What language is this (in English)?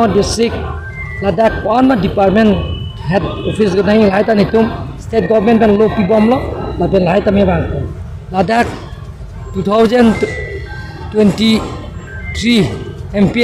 Karbi